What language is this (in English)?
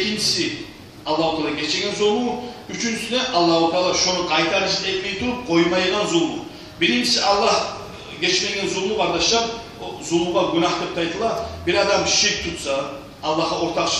Kumyk